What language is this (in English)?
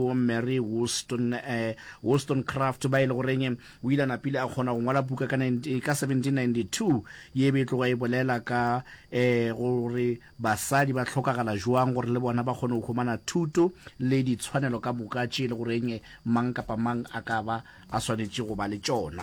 Northern Sotho